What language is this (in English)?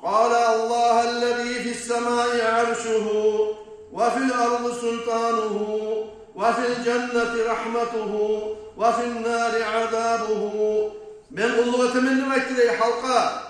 Kumyk